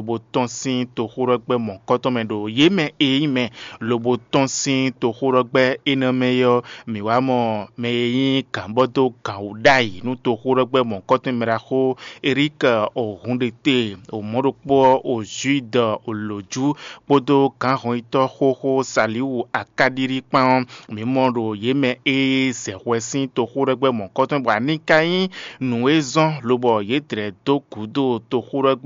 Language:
Fon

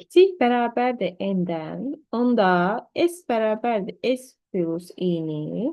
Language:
Azerbaijani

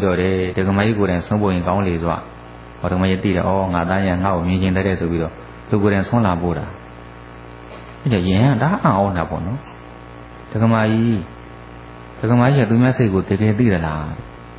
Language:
Burmese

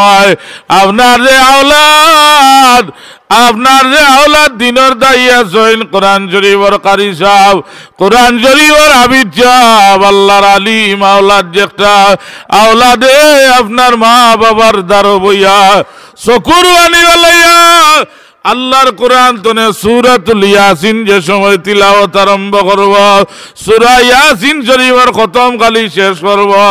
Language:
Sylheti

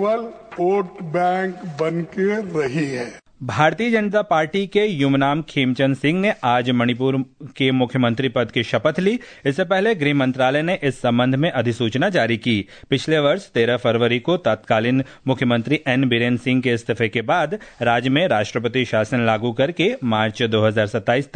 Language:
Hindi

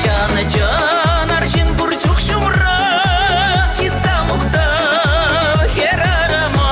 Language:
Chuvash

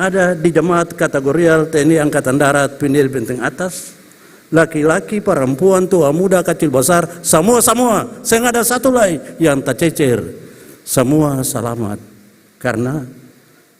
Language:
Ambonese Malay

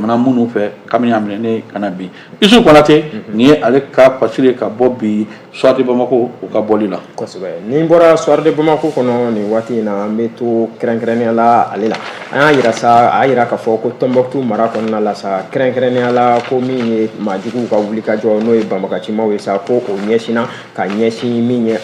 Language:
Bambara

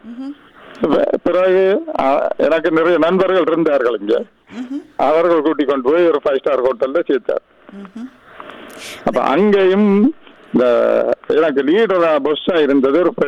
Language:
Tamil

